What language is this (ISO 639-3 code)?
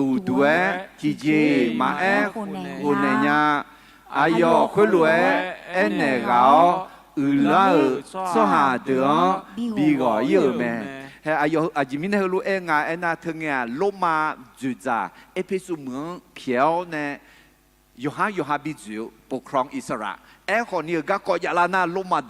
ahk